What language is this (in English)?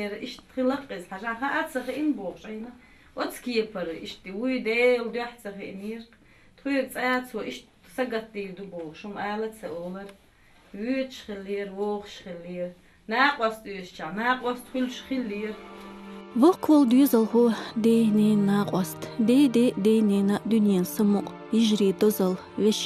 Chechen